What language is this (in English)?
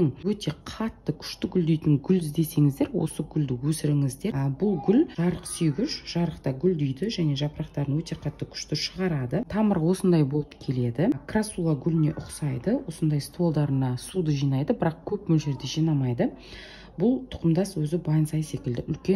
Kazakh